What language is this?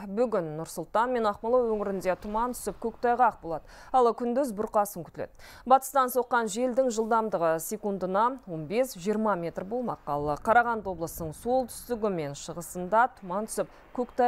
Kazakh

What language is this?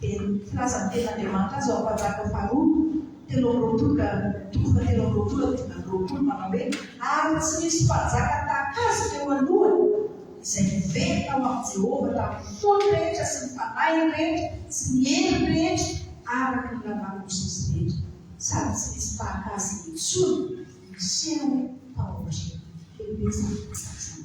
Malagasy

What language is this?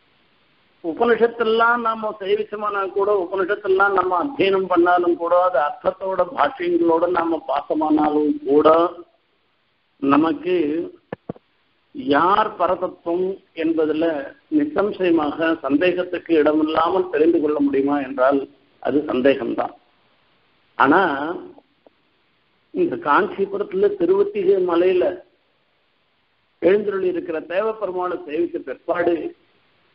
Tamil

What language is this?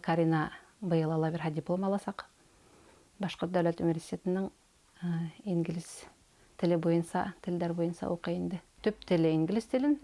Bashkir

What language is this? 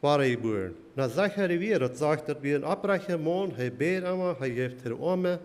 Plautdietsch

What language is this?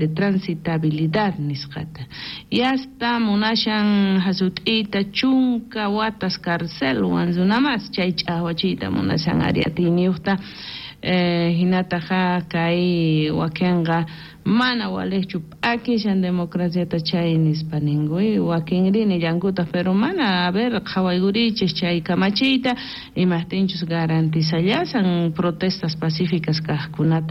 South Bolivian Quechua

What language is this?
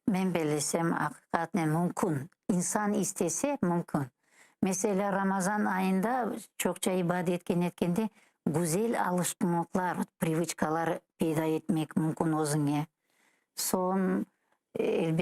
Crimean Tatar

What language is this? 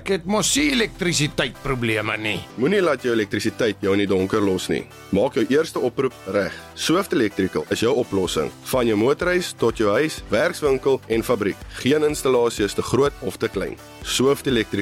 Afrikaans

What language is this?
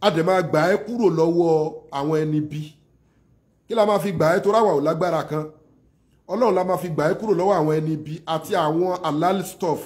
Yoruba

